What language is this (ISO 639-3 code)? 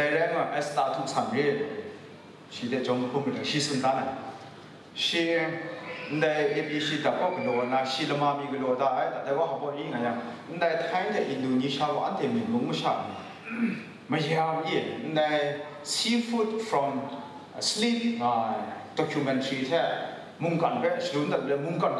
kac